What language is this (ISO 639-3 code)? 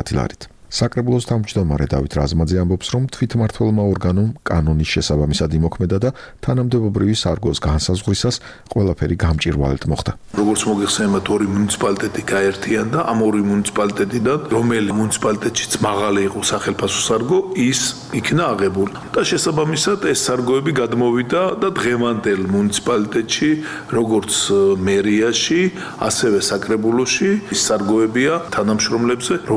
kat